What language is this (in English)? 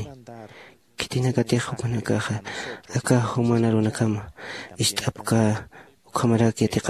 Aymara